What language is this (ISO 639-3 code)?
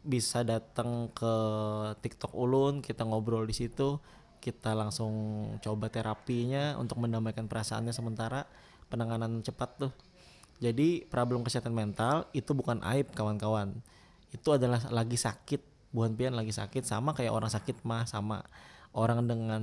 bjn